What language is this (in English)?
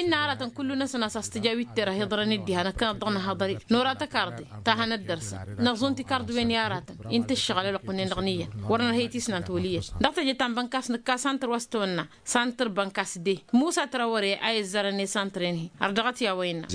Tamasheq